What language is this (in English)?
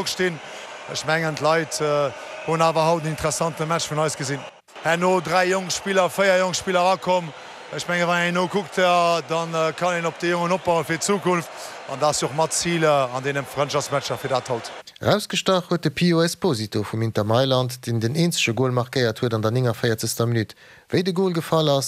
Luxembourgish